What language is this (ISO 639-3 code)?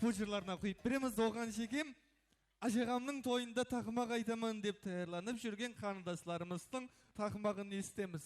kaa